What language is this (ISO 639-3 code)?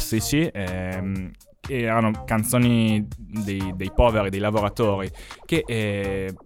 ita